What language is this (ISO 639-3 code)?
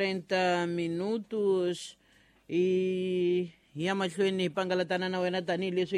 tso